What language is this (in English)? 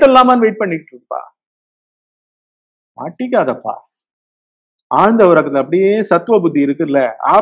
Tamil